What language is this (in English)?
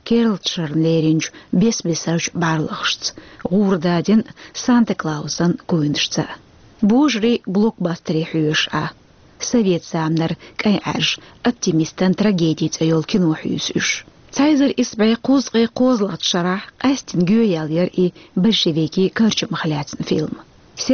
Chechen